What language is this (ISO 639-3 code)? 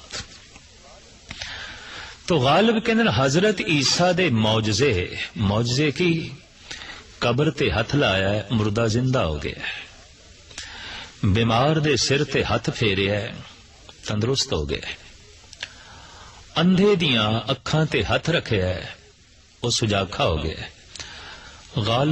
pan